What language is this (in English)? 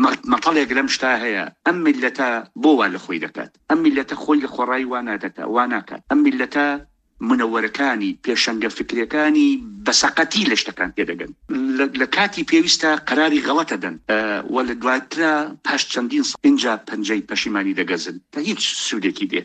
Central Kurdish